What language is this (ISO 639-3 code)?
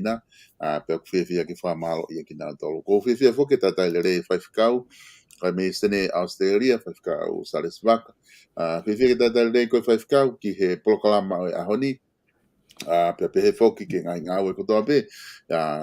ton